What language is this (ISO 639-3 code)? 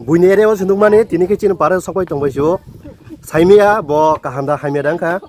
trp